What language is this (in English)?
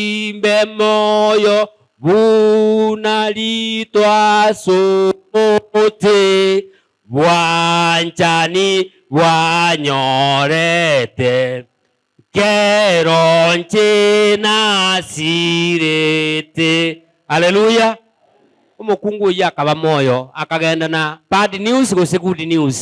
Gusii